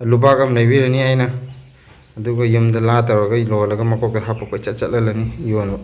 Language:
Manipuri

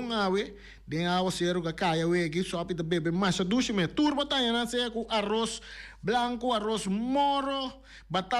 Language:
Papiamento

